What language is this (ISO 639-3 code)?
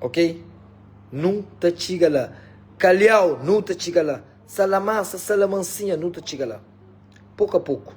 kea